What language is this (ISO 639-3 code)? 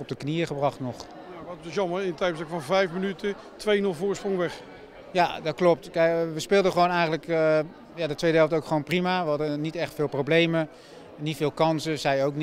nld